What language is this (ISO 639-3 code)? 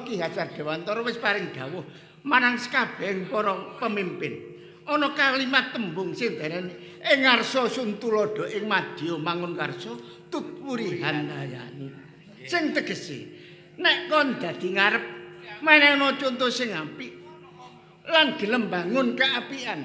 jav